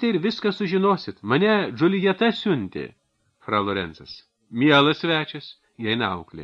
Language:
Lithuanian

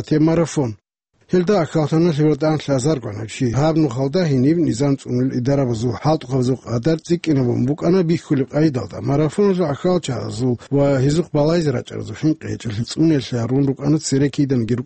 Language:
Avaric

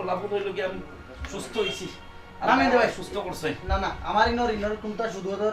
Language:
Sylheti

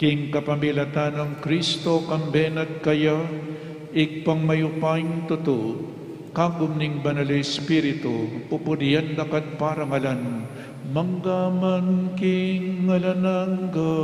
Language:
Pampanga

